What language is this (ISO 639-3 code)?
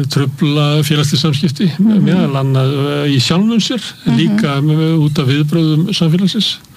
isl